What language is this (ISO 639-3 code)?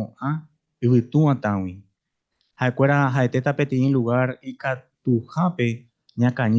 grn